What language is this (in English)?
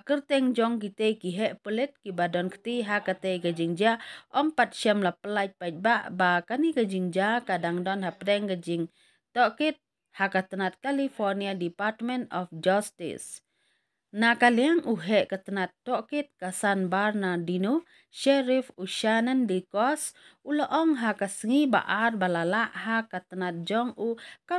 Khasi